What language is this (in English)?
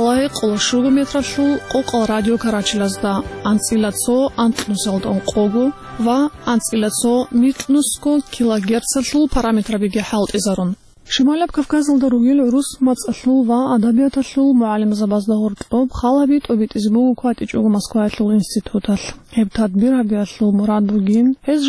Avaric